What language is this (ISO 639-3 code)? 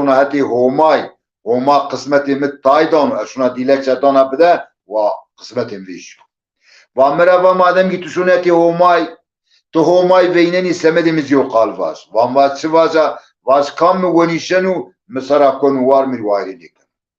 zza